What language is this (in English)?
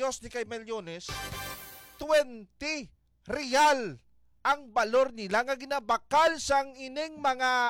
Hiligaynon